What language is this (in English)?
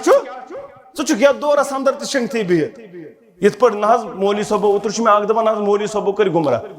Kashmiri